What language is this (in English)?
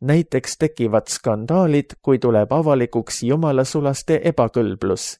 Estonian